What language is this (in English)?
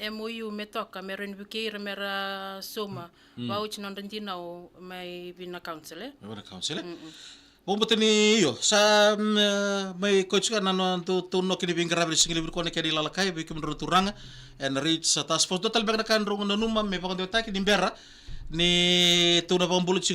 Fijian